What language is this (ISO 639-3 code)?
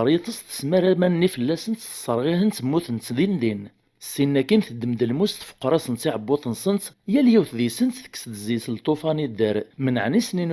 kab